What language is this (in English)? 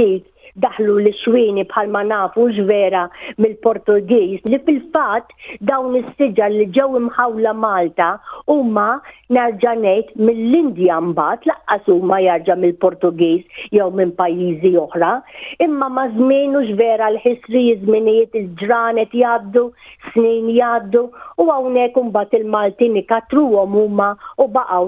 Maltese